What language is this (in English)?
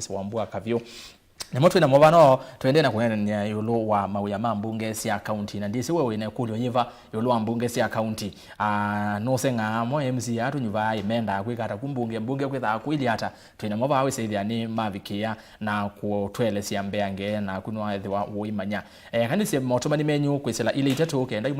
Kamba